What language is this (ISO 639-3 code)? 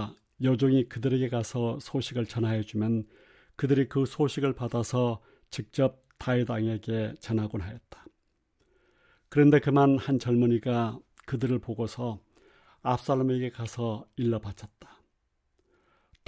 kor